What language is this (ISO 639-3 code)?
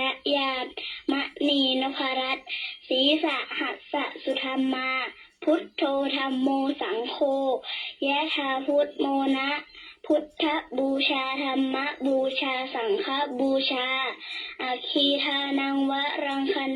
pli